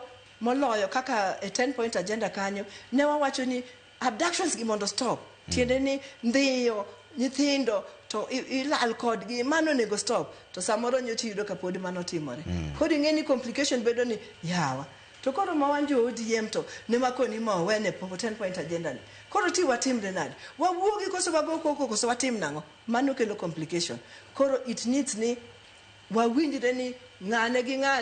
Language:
Luo (Kenya and Tanzania)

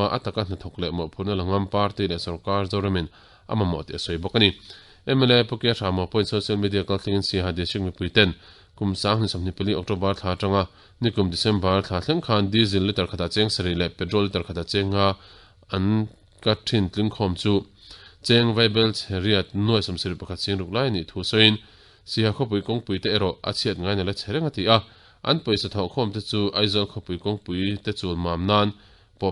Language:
Mizo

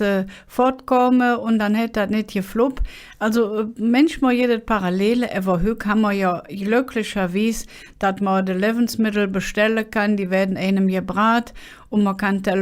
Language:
Colognian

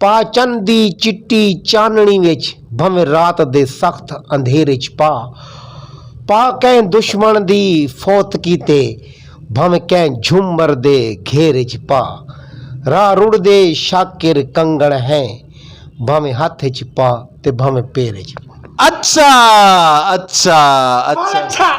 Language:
Saraiki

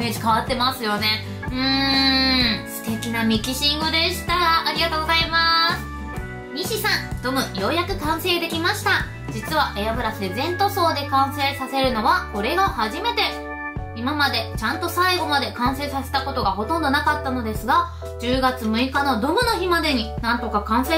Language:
Japanese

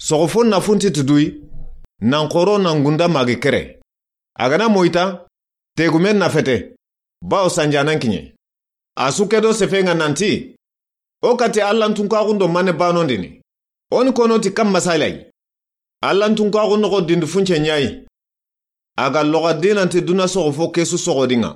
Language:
Soninke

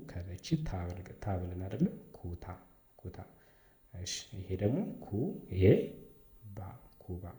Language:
Amharic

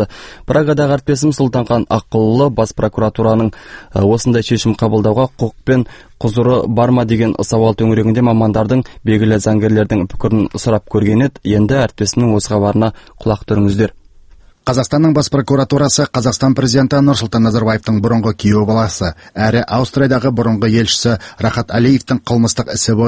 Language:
Kazakh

